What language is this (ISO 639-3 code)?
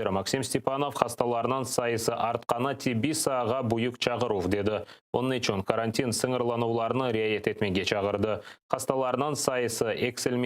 crh